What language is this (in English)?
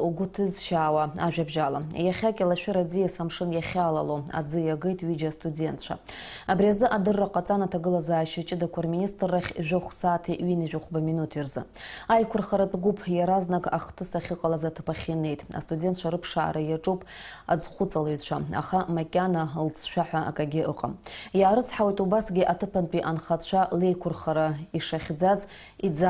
Abkhazian